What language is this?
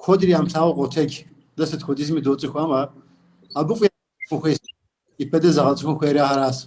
Kabardian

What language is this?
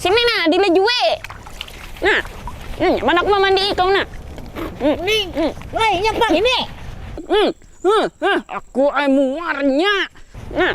Banjar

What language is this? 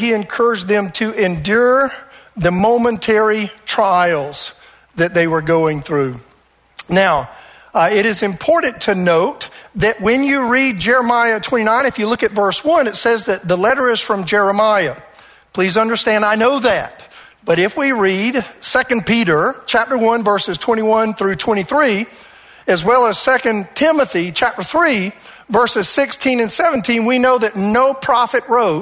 English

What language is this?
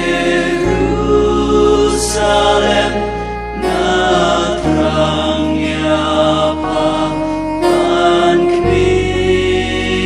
Khasi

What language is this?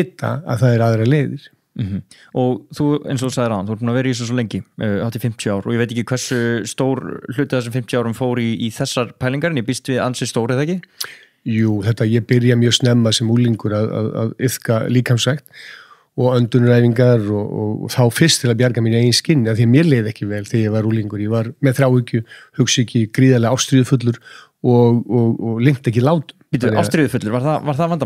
Icelandic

